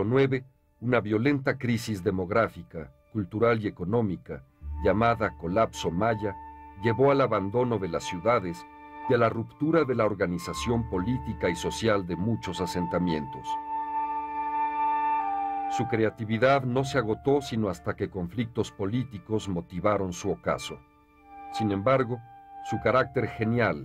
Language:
Spanish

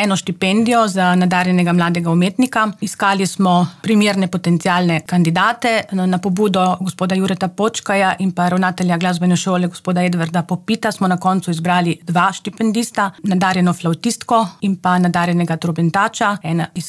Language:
Slovenian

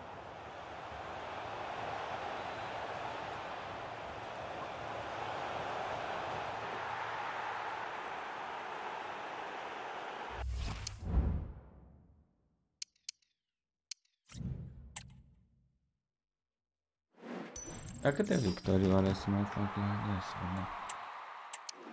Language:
Romanian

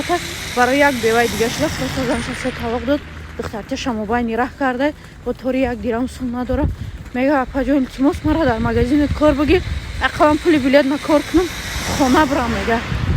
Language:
Tajik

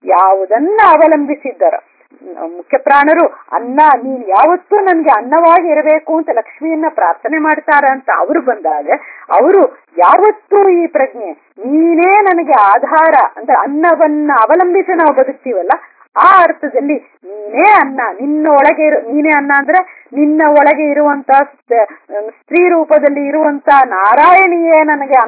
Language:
Kannada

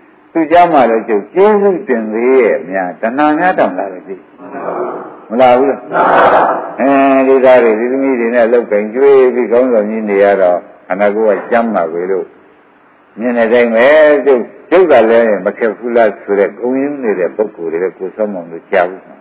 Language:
Burmese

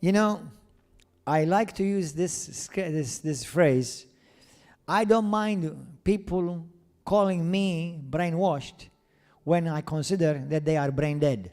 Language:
English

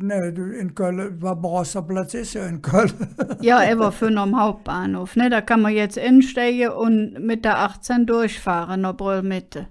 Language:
Colognian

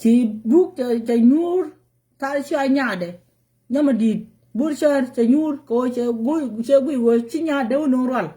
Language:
Nuer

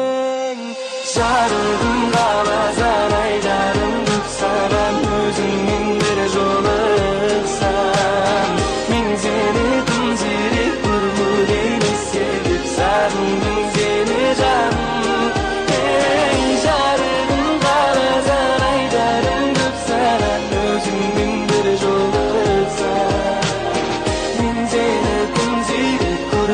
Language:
Kara-Kalpak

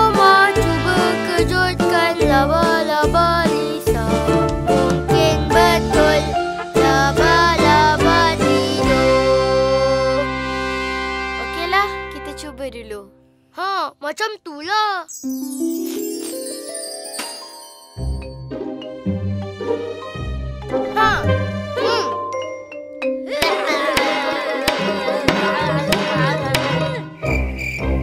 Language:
Malay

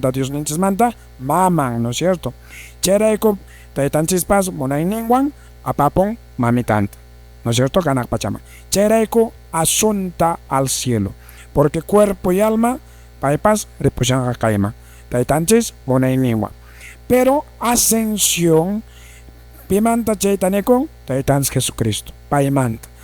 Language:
Quechua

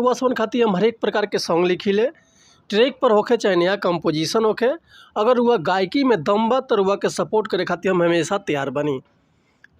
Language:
Bhojpuri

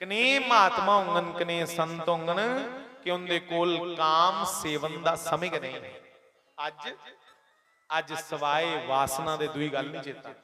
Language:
Dogri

